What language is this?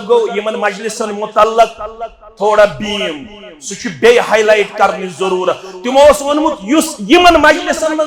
Kashmiri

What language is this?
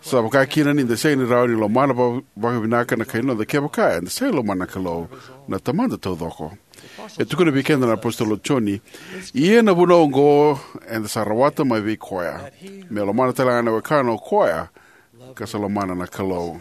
Fijian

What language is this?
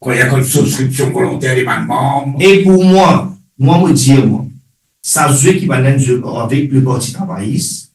Morisyen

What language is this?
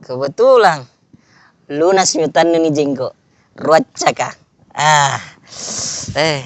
Makassar Malay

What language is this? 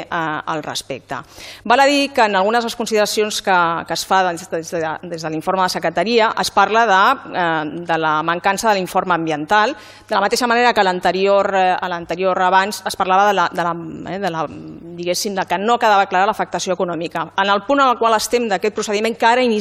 Catalan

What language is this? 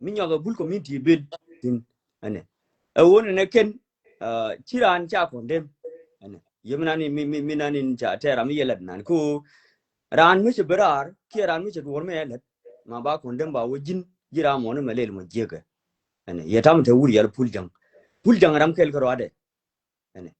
Nuer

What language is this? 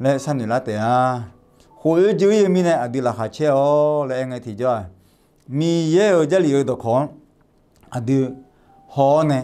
Akha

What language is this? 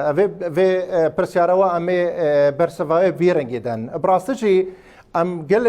Kurdish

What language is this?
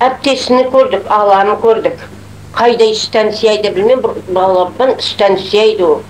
Crimean Tatar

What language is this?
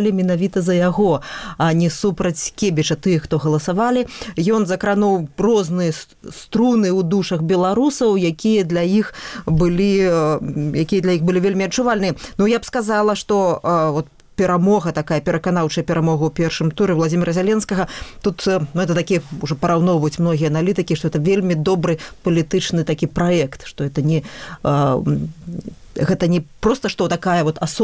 Belarusian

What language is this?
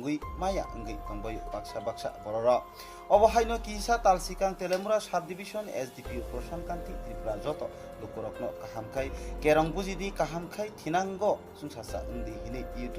Kok Borok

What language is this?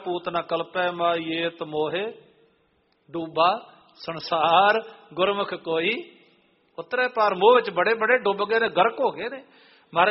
Punjabi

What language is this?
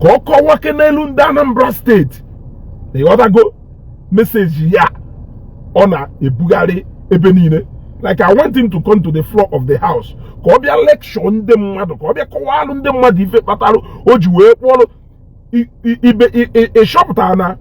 Igbo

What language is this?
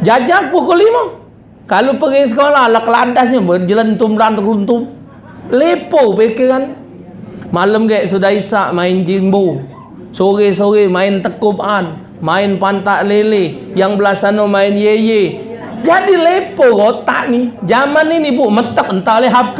Musi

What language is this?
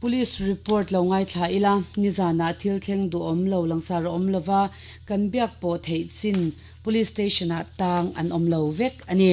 Mizo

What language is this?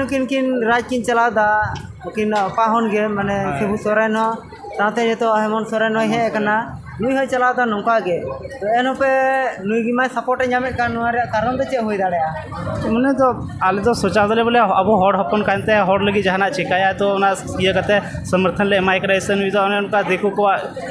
Santali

